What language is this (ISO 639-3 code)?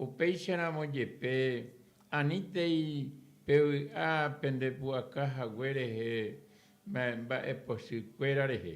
grn